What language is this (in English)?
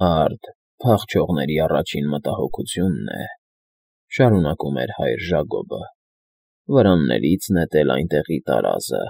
Armenian